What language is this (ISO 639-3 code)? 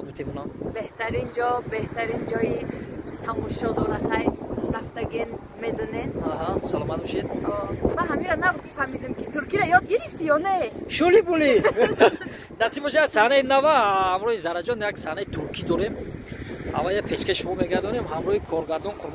tgk